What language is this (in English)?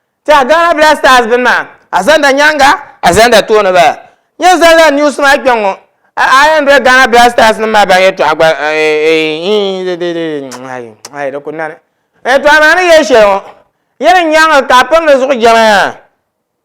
Dagbani